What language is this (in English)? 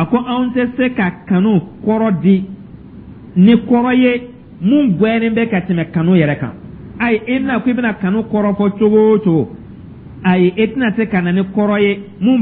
Dyula